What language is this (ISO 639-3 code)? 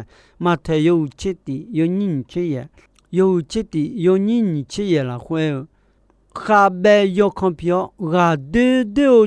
ahk